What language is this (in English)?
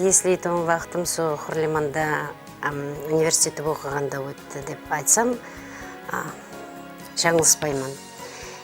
Kara-Kalpak